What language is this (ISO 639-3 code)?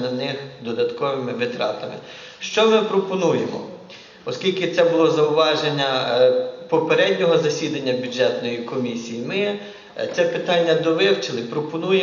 ukr